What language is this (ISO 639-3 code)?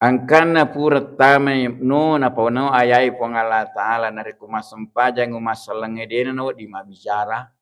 bug